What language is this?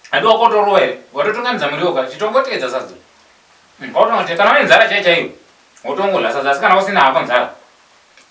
Shona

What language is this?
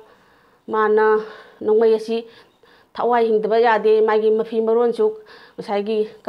Manipuri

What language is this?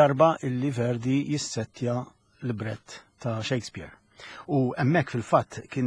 Maltese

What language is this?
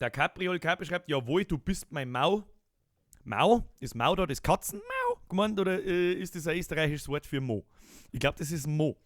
Bavarian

